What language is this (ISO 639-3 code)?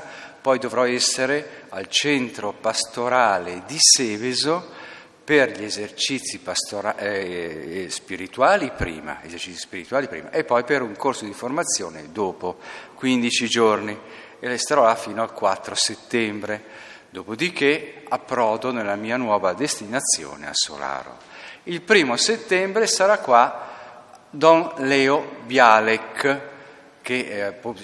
ita